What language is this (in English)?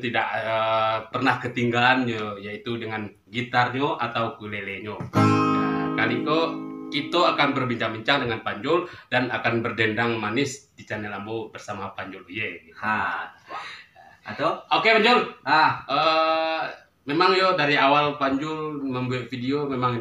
Minangkabau